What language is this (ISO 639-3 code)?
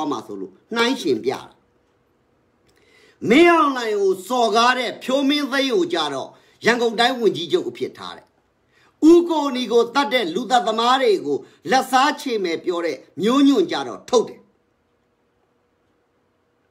mya